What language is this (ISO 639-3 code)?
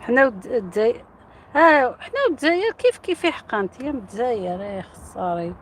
arq